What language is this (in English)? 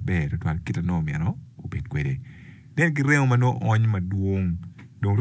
Acoli